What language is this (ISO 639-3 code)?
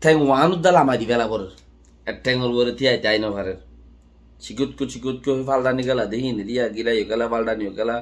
rhg